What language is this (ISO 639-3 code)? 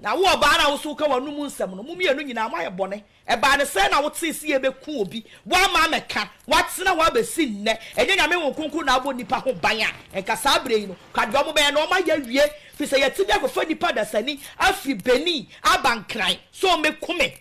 aka